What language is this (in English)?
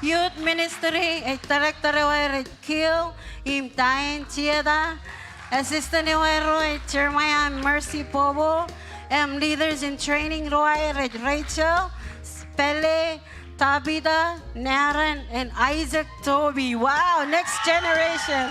Marshallese